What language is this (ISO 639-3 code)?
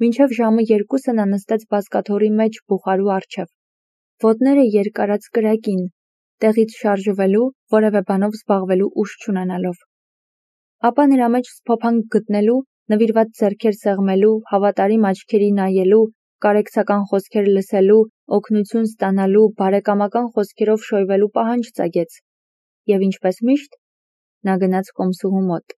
hye